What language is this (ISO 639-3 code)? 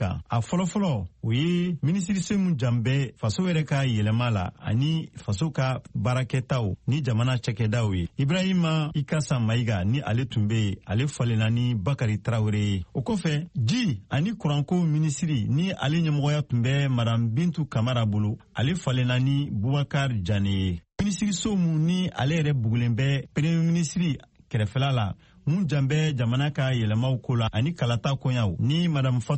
bam